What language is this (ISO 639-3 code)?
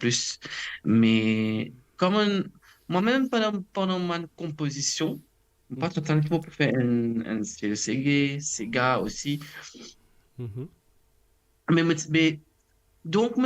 mfe